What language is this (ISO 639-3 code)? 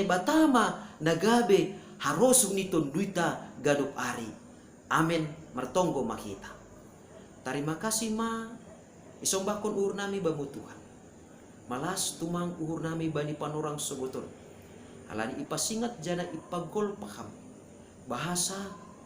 bts